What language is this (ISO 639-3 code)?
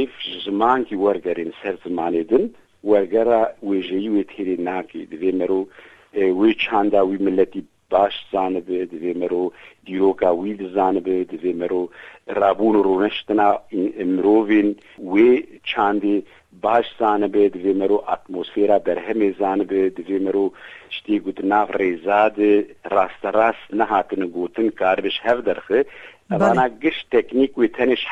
kur